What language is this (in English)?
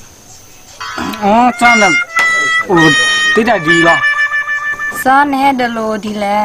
S'gaw Karen